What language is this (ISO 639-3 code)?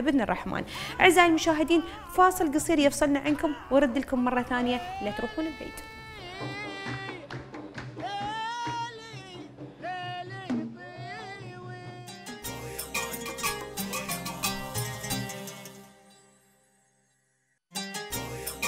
afb